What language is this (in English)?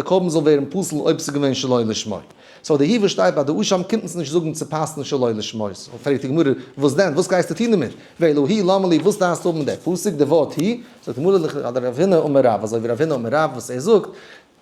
Yiddish